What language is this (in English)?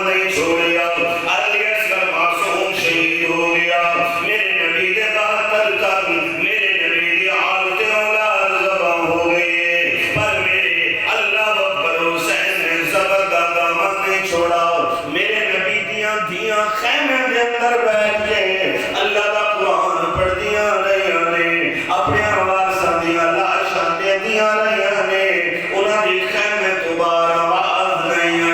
Saraiki